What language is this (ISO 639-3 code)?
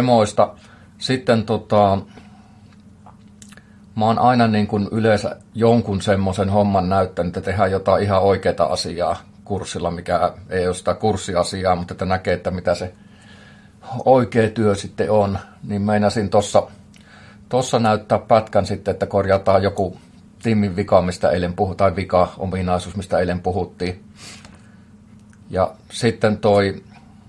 fin